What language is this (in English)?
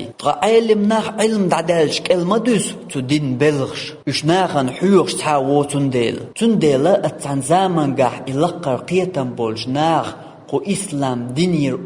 Chechen